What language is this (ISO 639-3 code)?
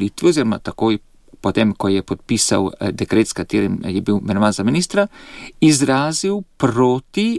slv